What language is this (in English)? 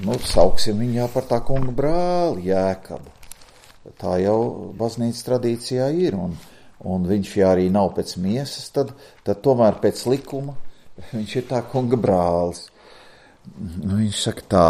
Latvian